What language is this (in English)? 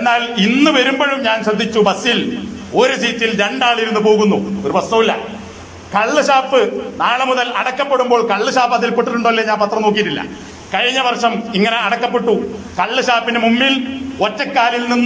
Malayalam